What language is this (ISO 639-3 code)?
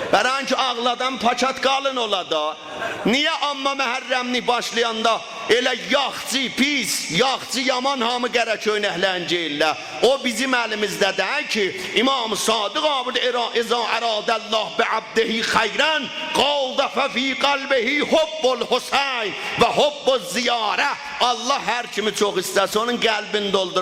azb